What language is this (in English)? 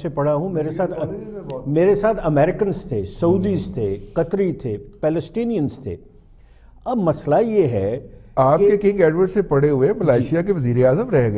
Urdu